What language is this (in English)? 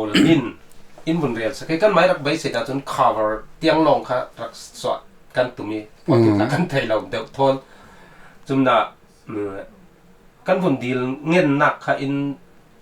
Falam Chin